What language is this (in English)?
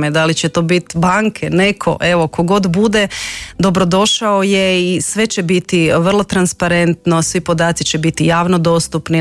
Croatian